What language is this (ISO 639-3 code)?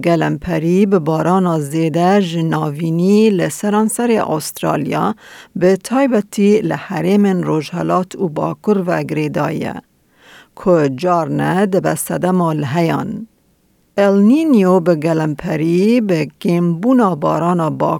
kur